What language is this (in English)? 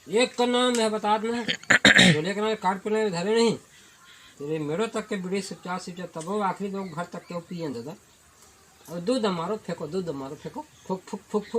Chhattisgarhi